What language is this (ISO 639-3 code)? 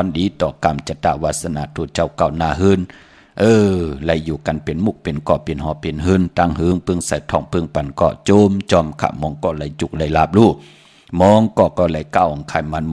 shn